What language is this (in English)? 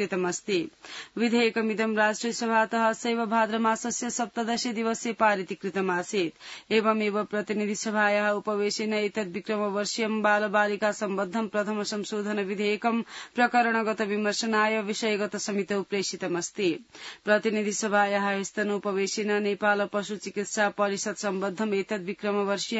Sanskrit